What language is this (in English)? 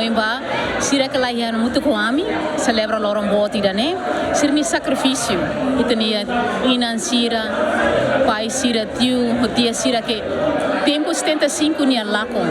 Tetum